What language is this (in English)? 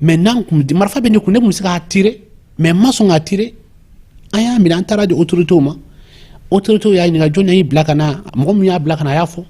Bambara